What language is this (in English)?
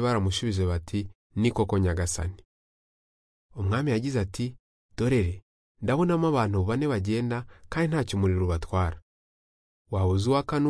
Kinyarwanda